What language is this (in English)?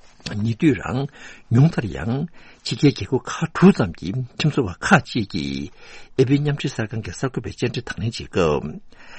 Tibetan